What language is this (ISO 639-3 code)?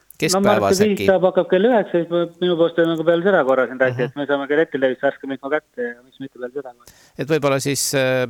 est